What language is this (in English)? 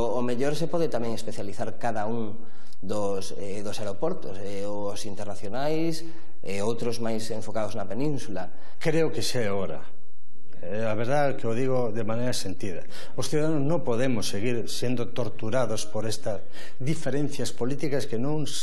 Galician